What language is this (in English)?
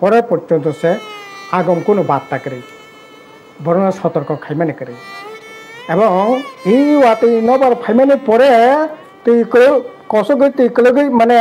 Kok Borok